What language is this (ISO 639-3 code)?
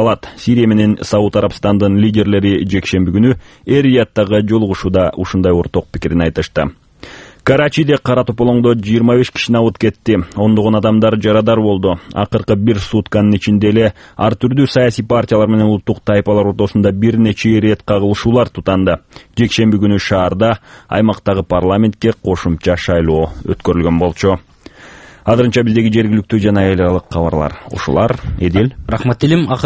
kir